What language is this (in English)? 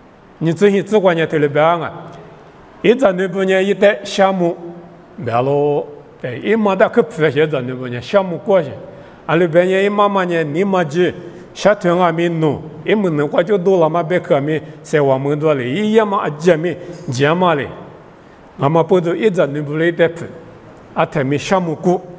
Lisu